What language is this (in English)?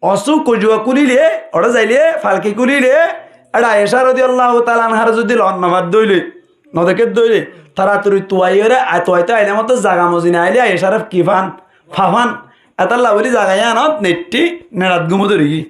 Rohingya